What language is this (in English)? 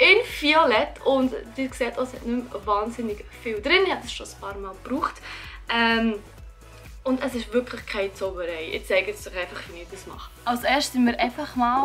Swiss German